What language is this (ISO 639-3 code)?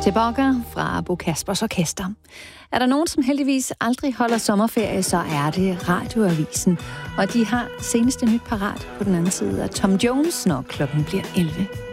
dan